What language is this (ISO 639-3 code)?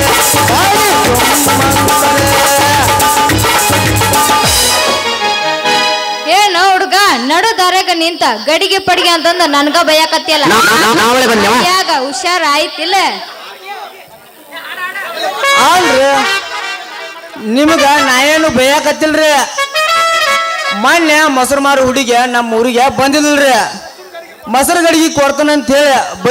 kan